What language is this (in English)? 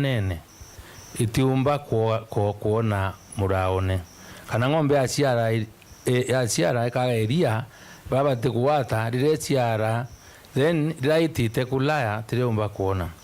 Meru